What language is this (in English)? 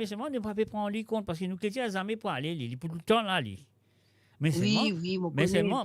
Morisyen